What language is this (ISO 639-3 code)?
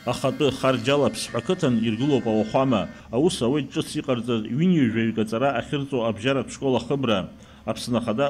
abk